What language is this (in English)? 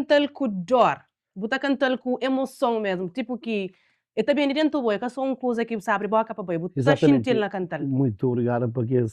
Kabuverdianu